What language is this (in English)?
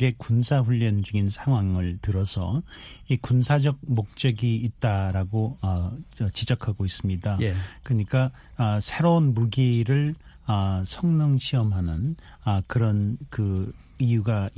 Korean